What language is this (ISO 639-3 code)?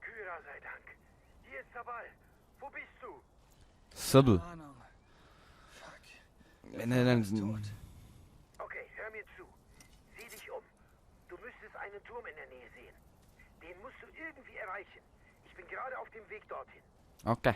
gsw